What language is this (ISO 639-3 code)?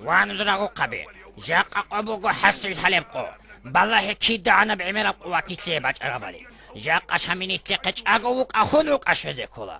ava